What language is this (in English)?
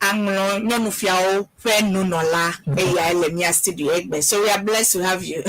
Ewe